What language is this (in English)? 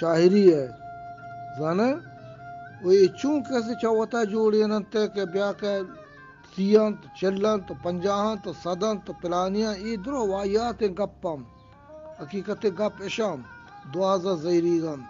Eastern Balochi